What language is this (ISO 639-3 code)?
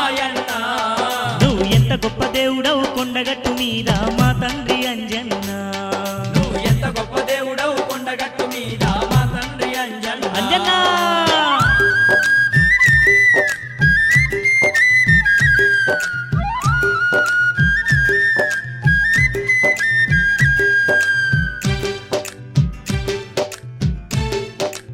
tel